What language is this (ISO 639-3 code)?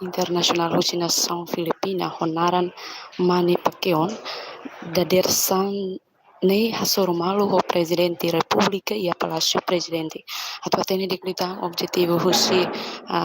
tet